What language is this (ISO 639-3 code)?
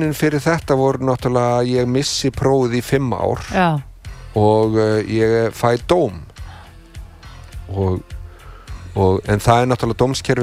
isl